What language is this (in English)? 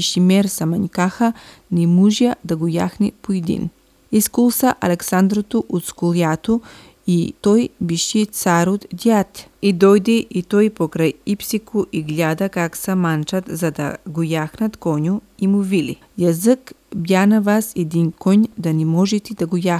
Macedonian